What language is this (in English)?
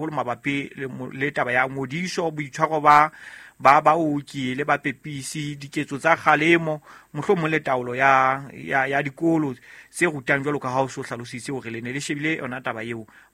Southern Sotho